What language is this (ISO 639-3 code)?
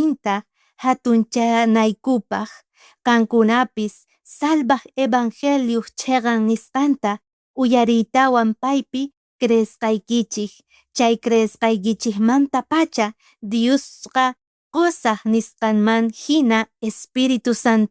quh